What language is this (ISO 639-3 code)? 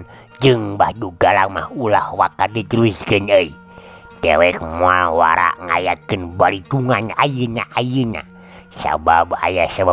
sun